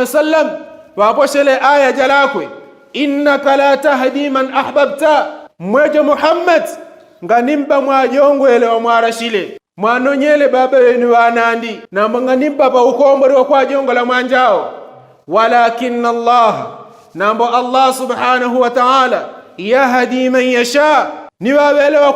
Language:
Yao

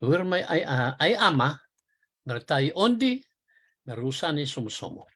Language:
Fijian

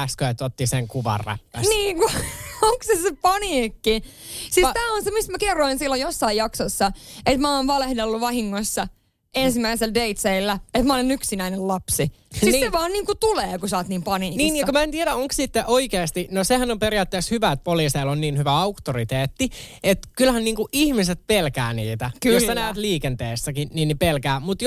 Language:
Finnish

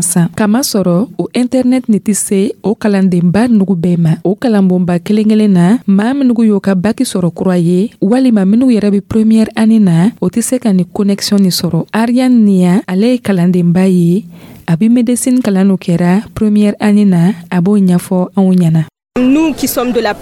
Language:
Dyula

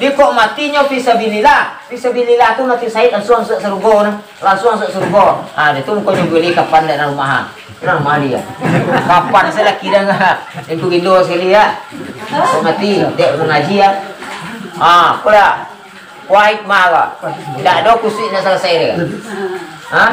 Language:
Minangkabau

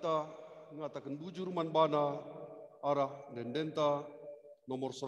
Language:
Batak Karo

